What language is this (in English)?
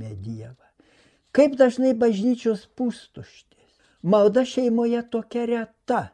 Lithuanian